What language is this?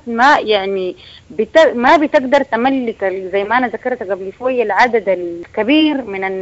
Sudanese Arabic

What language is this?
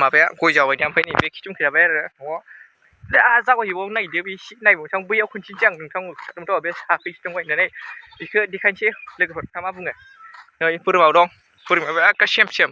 Bodo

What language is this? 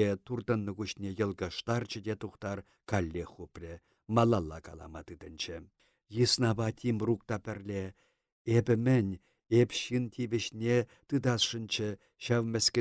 Chuvash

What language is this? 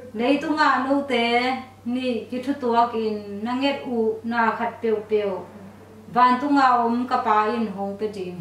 Tedim Chin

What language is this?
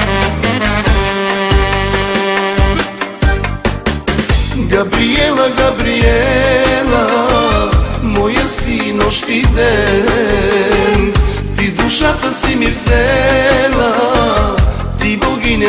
Bulgarian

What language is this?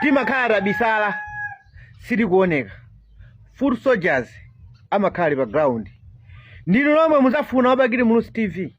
Nyanja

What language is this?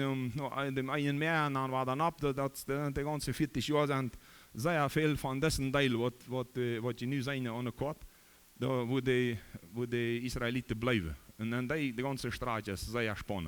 Plautdietsch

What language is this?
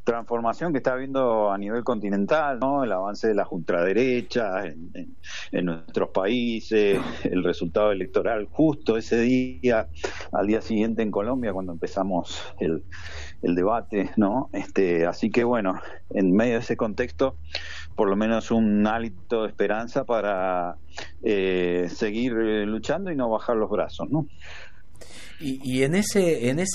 Spanish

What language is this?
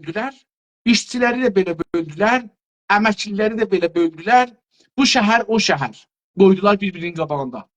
South Azerbaijani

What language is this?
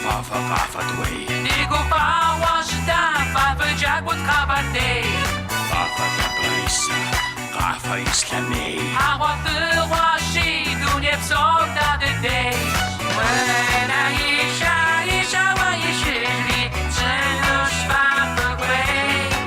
Kabardian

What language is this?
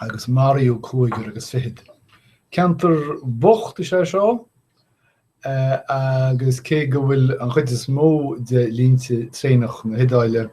Irish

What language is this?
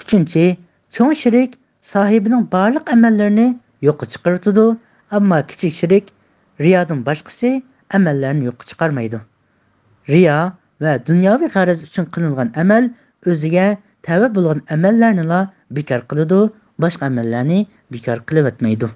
Uyghur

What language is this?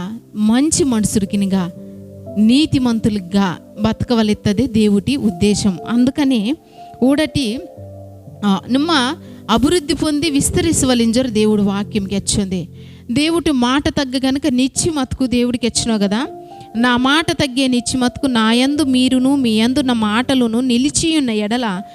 Koya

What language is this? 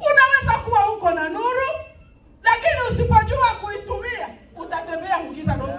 Swahili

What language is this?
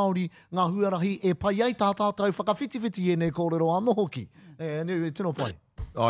Māori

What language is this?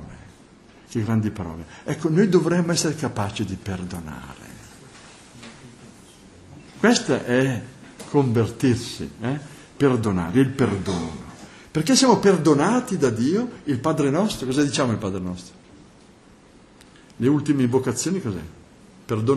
Italian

